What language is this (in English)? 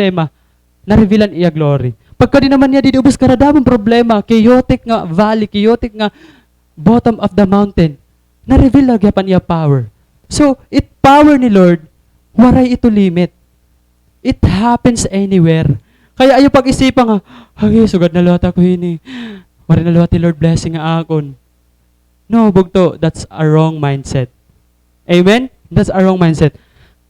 Waray